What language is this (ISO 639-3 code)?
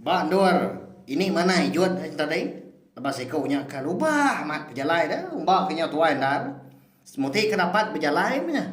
iba